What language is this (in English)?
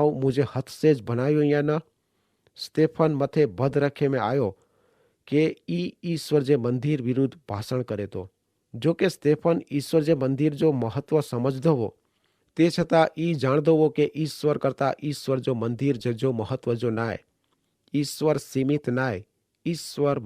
Kachhi